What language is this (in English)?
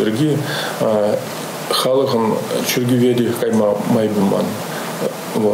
Chuvash